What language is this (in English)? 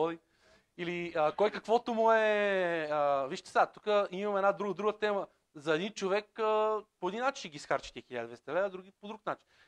Bulgarian